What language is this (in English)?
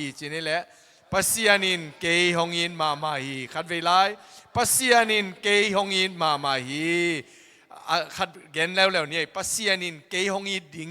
Tedim Chin